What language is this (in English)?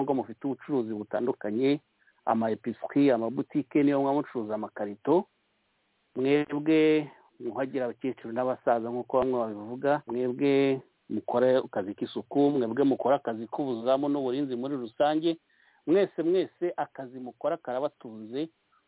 Kinyarwanda